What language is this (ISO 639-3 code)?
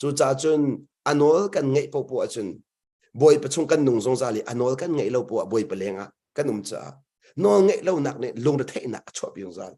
cnh